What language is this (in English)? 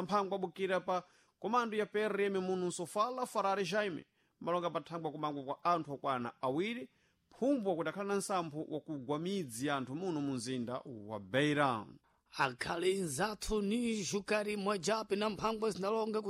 Sena